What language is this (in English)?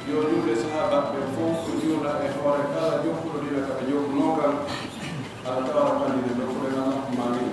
Pular